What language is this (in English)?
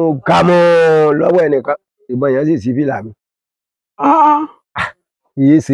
Yoruba